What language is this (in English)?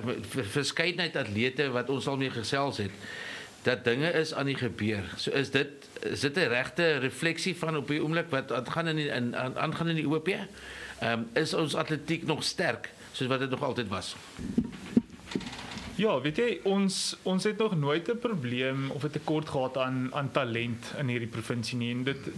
Afrikaans